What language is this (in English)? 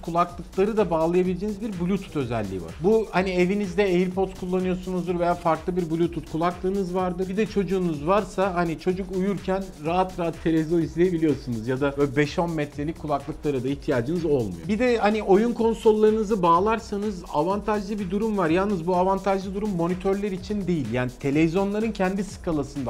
Turkish